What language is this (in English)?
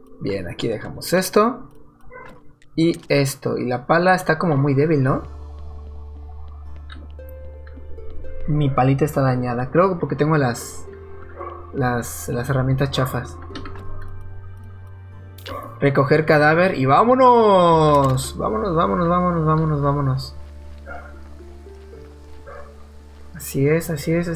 Spanish